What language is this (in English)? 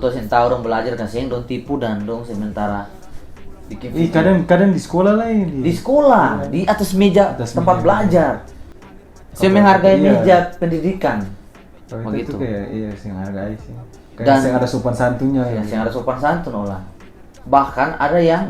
Ambonese Malay